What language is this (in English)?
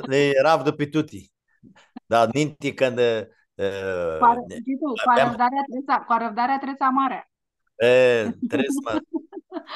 Aromanian